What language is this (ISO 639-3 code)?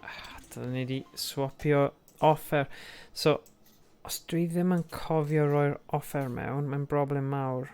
cym